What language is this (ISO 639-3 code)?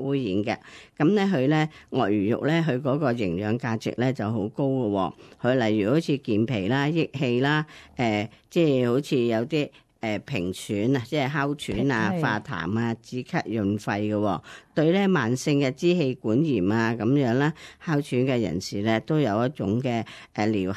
yue